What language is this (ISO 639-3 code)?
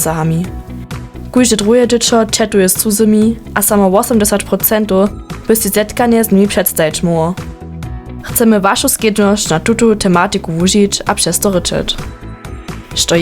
hsb